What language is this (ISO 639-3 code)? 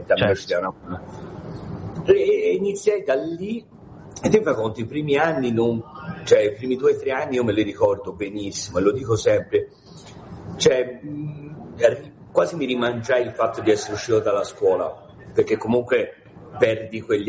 ita